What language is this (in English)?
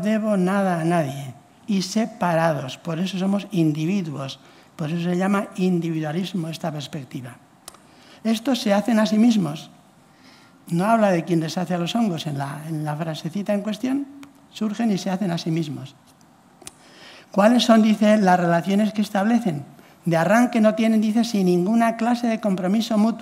Spanish